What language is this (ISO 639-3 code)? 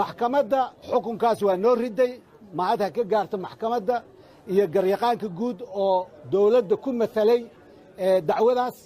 som